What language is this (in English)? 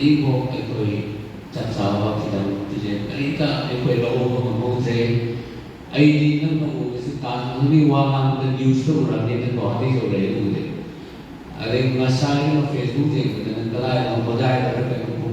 Manipuri